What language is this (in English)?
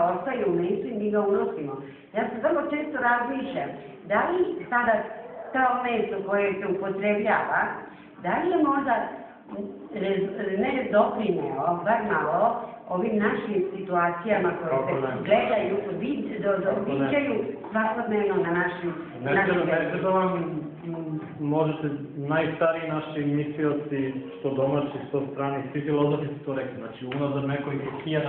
Serbian